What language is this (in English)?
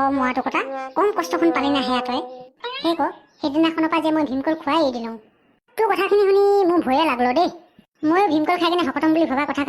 Assamese